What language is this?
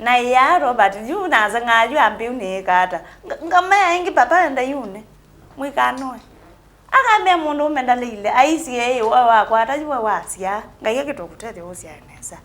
Kamba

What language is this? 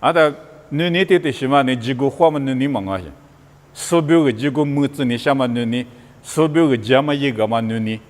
Lisu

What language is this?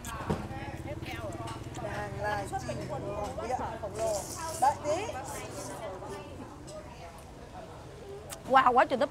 Vietnamese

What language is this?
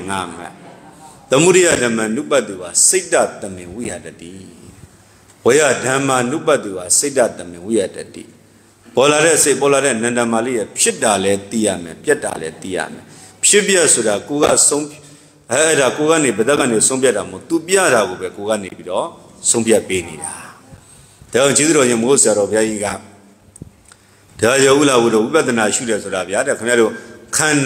Burmese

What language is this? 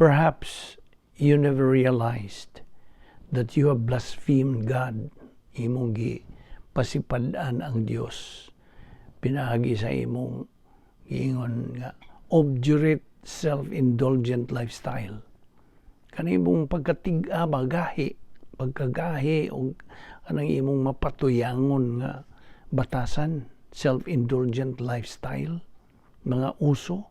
Cebuano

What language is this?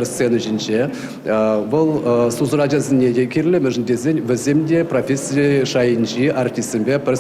Chuvash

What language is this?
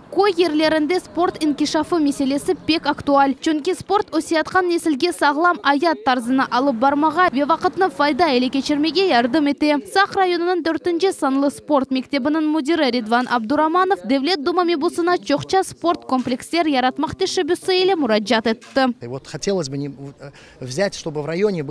Crimean Tatar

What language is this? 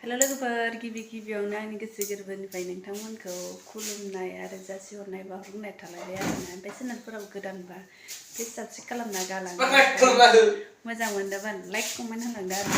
Bodo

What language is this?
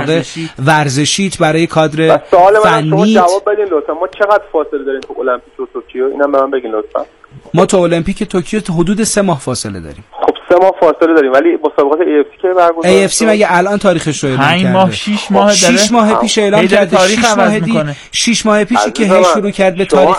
Persian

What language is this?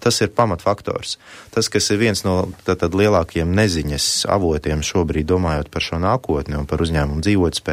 Latvian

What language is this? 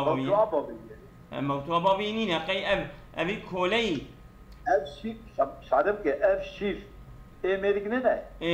Kurdish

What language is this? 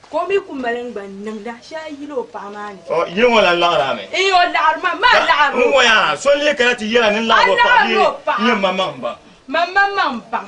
Dagbani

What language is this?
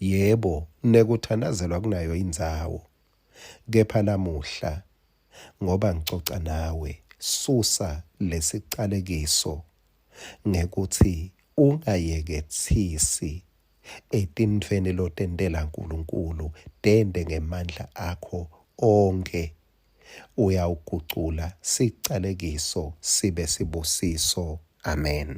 Swati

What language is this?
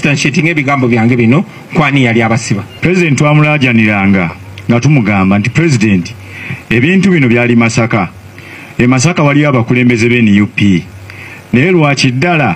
Ganda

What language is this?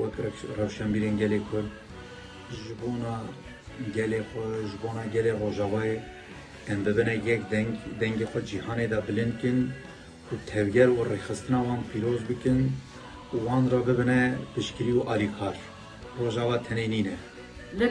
Kurdish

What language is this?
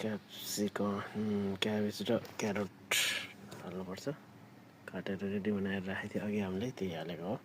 Nepali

